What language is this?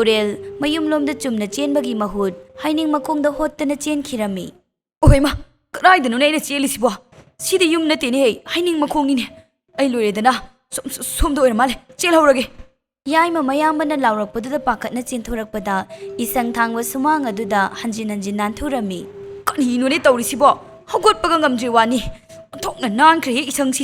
Manipuri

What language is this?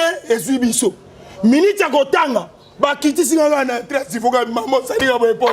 Lingala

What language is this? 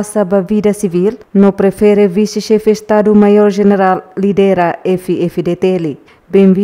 Tetum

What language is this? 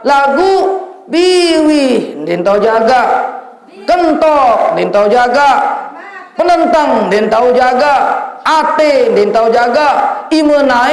Sasak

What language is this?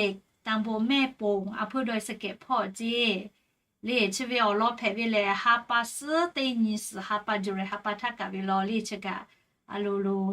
Lahu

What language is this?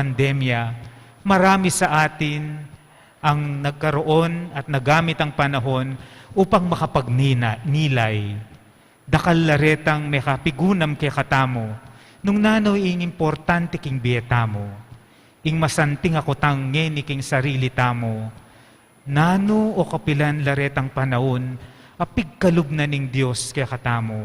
Pampanga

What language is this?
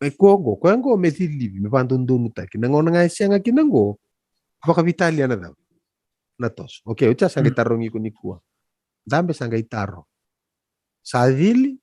Fijian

